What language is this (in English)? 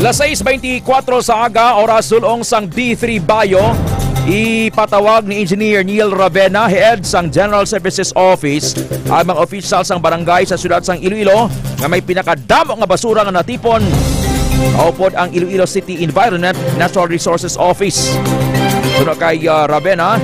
Hiligaynon